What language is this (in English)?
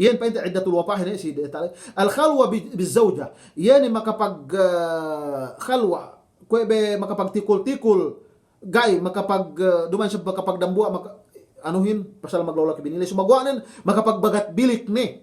Yakan